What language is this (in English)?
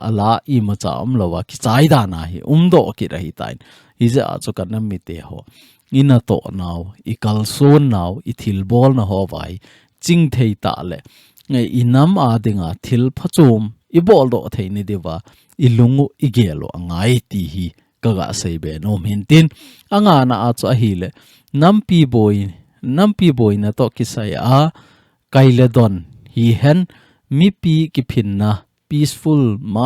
Thado Chin